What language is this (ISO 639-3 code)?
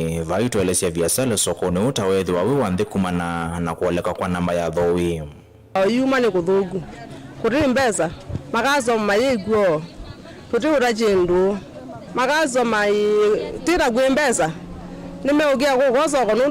kam